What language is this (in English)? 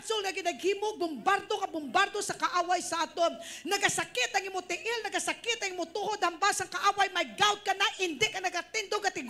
Hiligaynon